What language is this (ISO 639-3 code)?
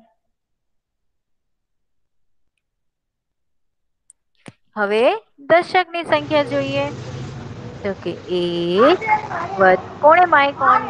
guj